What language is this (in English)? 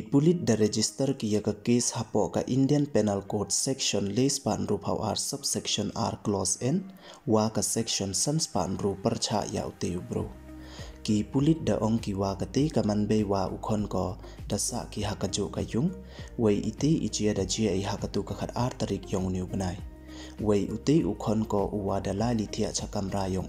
Pnar